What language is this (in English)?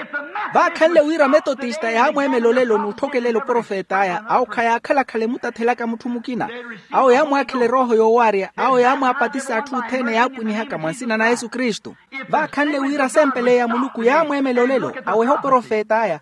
Makhuwa